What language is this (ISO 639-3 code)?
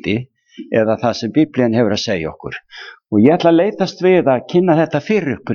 isl